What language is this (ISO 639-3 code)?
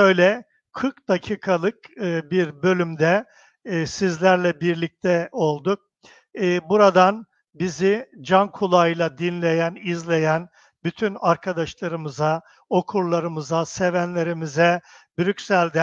tur